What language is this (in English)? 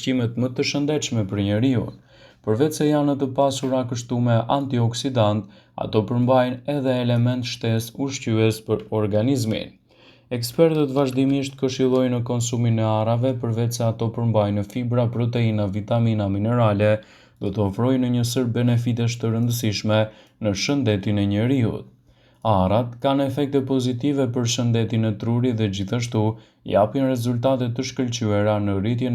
Albanian